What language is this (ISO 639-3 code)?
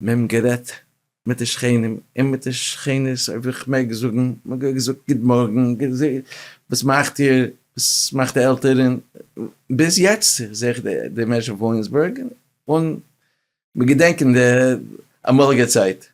yid